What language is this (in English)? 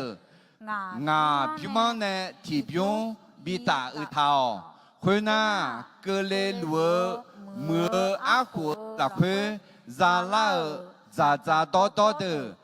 Akha